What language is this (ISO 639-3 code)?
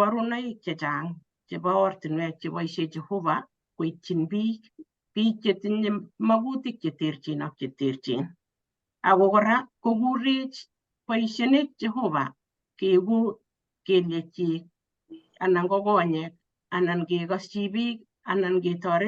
kln